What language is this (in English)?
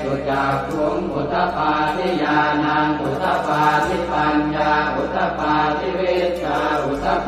Pali